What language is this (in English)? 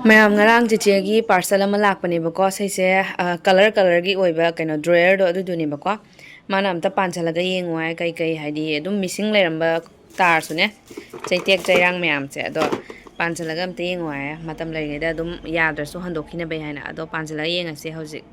Manipuri